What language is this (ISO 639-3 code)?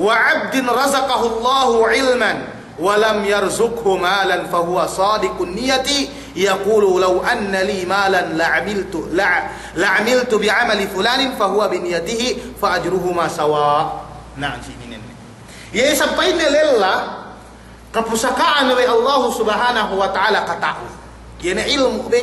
yka